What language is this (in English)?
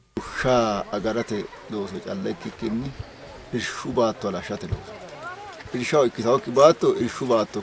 Sidamo